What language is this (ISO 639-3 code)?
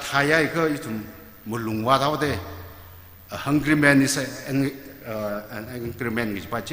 nmf